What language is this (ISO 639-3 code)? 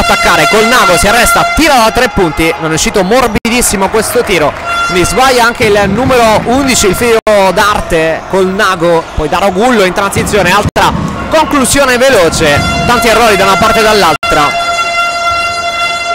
ita